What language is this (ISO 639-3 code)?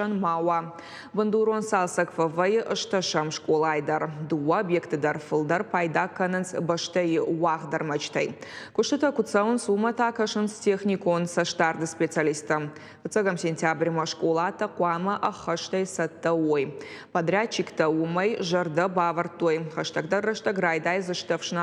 oss